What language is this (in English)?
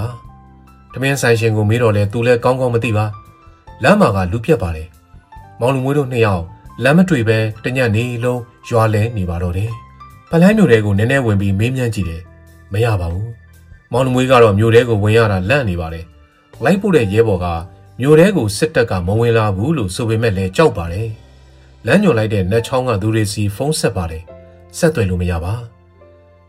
Burmese